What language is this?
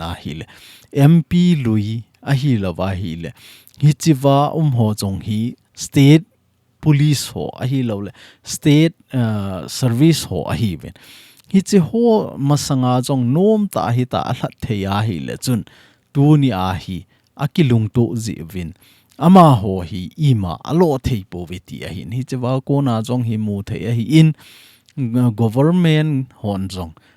Thado Chin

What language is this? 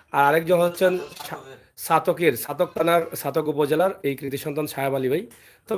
Sylheti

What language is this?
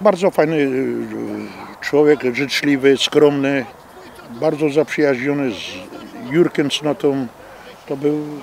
Silesian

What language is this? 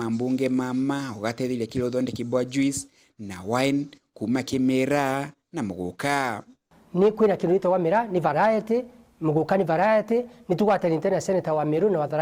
Meru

